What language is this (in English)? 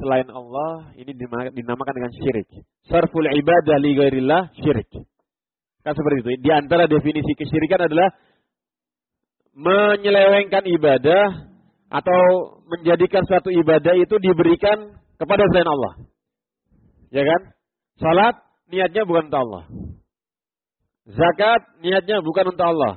Indonesian